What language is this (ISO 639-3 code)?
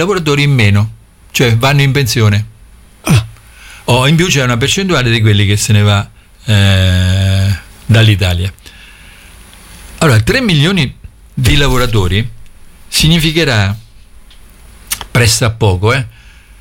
ita